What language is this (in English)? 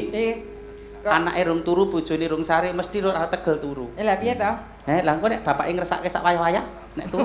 Javanese